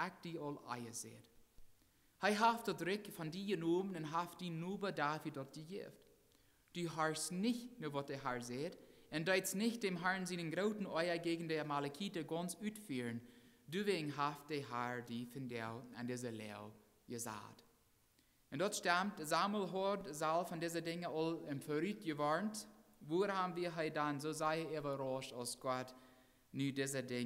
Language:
Plautdietsch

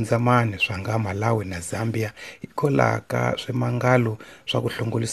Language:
Tsonga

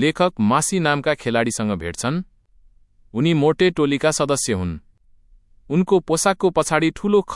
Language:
Nepali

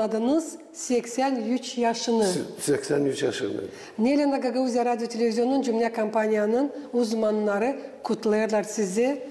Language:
Gagauz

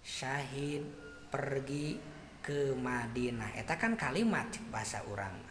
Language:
Sundanese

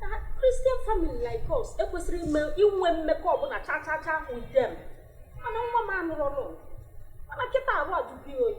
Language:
Igbo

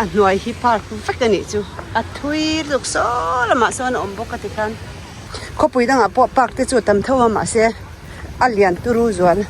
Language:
Mizo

